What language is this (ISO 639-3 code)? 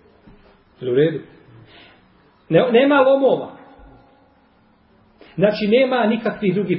bos